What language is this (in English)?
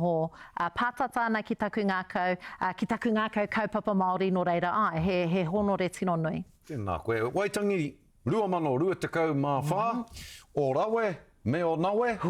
Māori